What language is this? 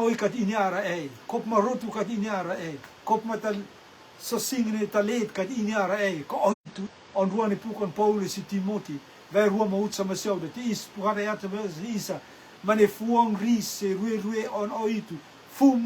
Rotuman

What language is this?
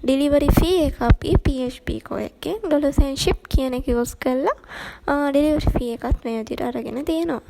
Sinhala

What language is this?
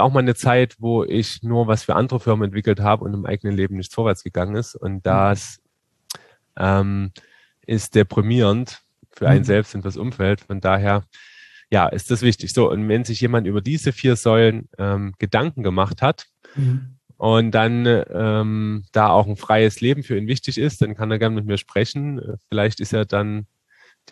German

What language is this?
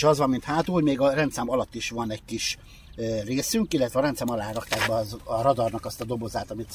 Hungarian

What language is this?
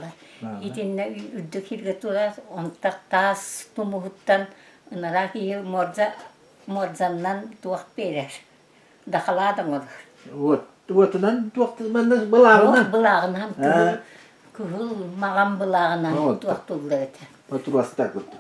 Yakut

